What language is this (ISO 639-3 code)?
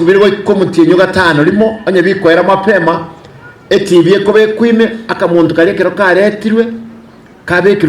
guz